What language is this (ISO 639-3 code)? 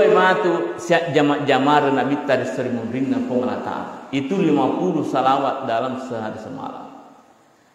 bug